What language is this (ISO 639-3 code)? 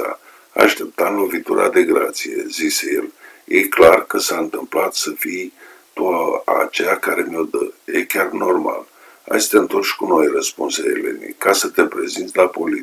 ron